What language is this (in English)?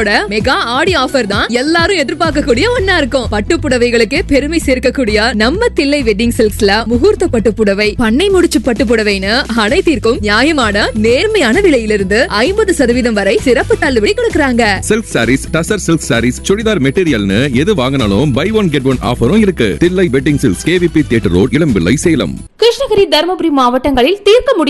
Tamil